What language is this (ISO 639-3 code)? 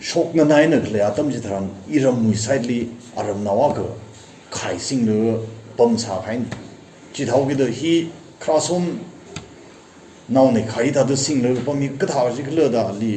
nmf